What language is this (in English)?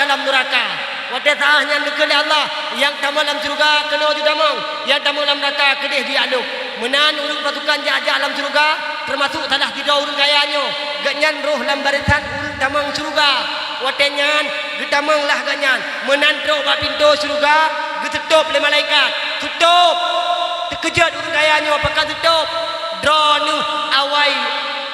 Achinese